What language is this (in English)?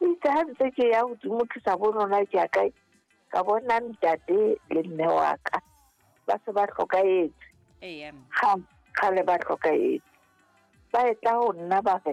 Southern Sotho